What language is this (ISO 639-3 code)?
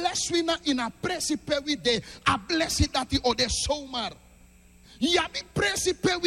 srn